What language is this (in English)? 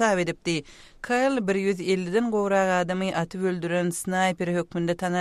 Kyrgyz